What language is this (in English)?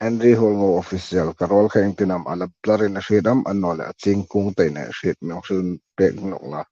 Hmar